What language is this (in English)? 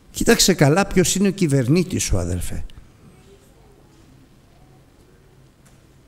Greek